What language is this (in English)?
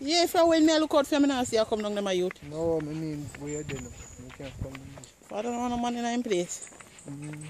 Jamaican Creole English